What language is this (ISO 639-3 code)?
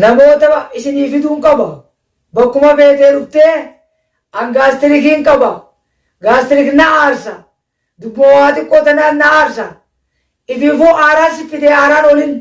orm